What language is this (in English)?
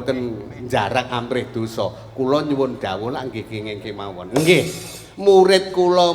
Javanese